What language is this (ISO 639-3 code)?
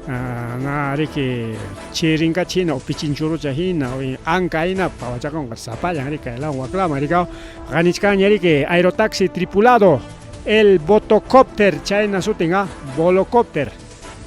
quy